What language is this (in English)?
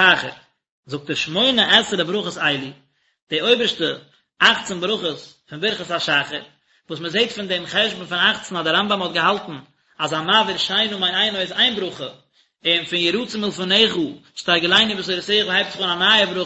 Yiddish